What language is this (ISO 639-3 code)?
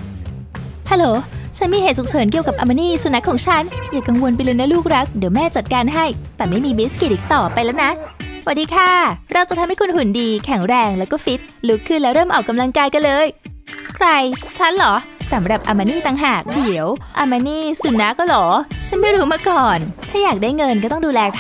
tha